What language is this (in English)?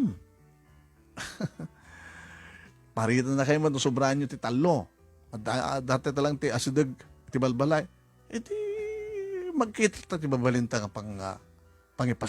Iloko